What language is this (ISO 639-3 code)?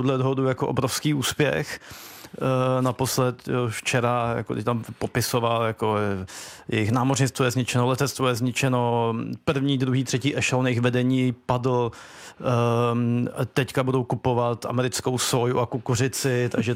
ces